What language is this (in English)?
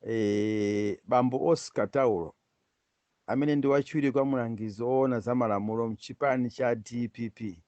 Nyanja